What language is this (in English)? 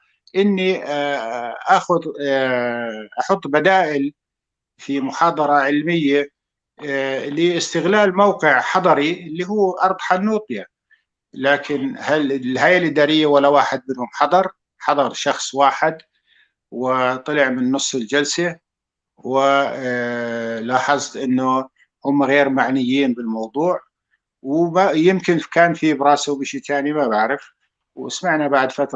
North Levantine Arabic